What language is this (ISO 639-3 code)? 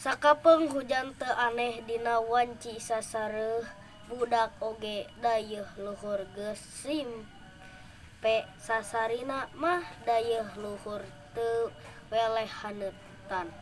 sun